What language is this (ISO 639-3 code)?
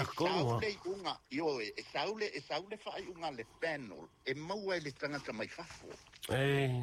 smo